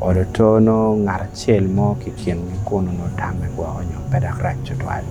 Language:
Acoli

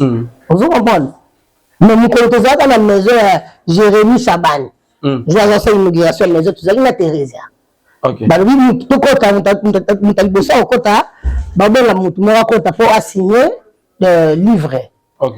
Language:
Lingala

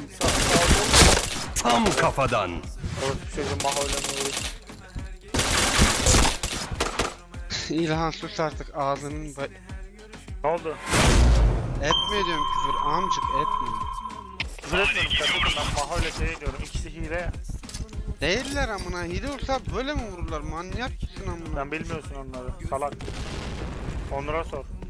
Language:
Turkish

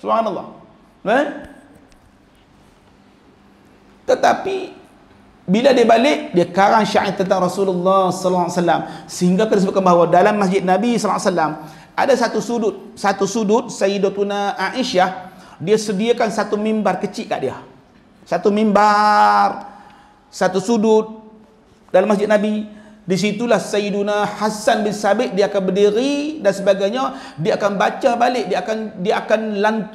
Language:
Malay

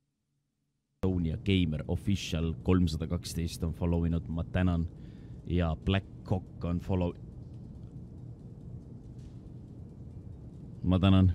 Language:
Estonian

